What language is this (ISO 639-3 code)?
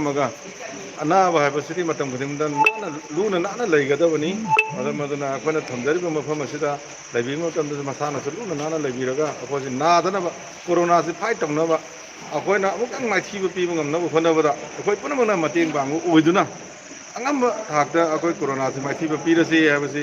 mni